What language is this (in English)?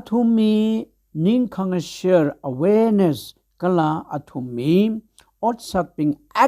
Tangkhul Naga (India)